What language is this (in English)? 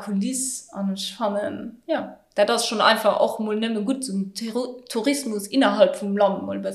Luxembourgish